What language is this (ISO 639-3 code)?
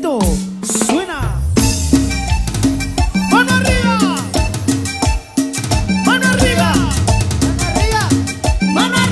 spa